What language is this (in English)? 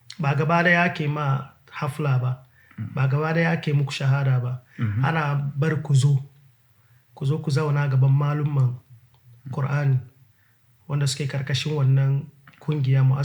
Hausa